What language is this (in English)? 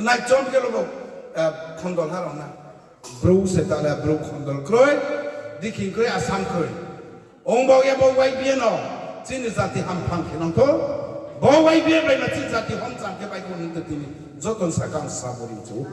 Riang (India)